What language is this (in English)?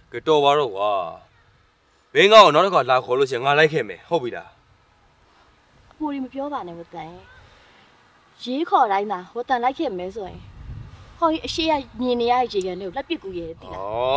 Burmese